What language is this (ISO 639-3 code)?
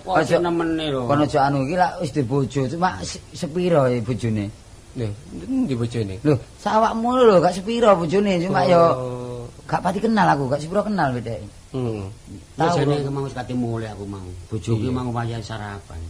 jav